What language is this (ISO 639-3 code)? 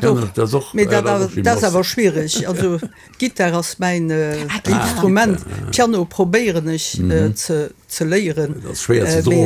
ltz